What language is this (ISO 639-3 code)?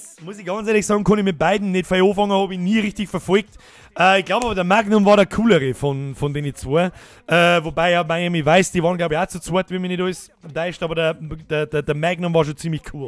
bar